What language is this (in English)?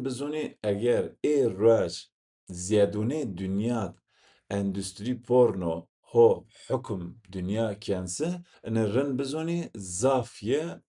Zaza